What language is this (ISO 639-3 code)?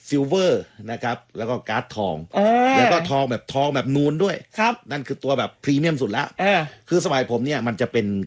tha